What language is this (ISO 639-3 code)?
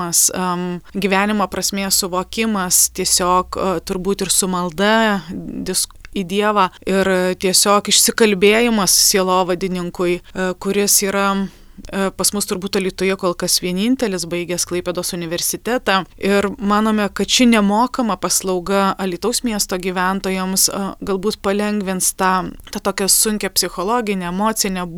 lit